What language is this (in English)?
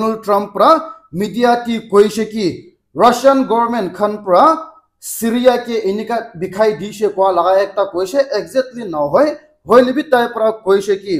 Naga Pidgin